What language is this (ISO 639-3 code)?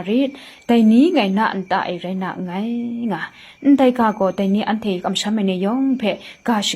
kac